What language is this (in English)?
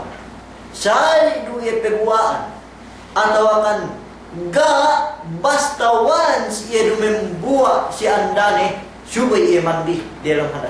Yakan